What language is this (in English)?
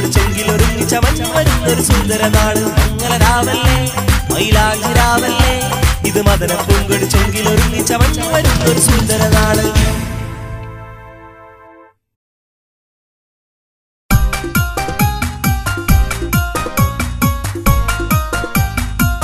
Malayalam